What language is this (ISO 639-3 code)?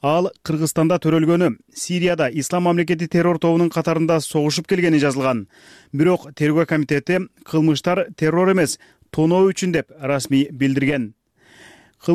kir